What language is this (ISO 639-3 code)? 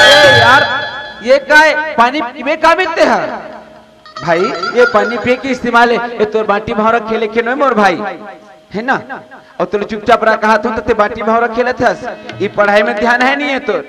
hne